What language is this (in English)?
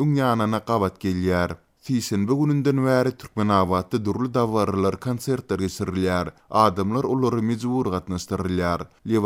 Turkmen